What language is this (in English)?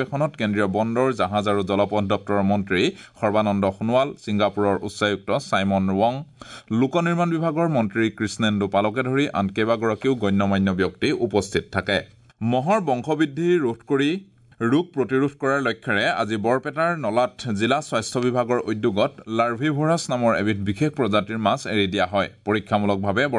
Assamese